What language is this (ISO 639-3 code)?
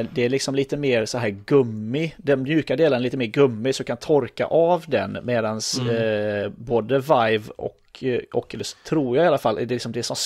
swe